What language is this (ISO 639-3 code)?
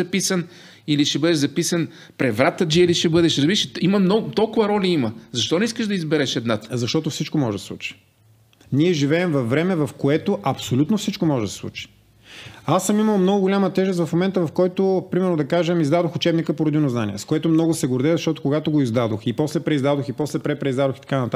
bul